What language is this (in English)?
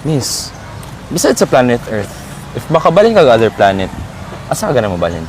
Cebuano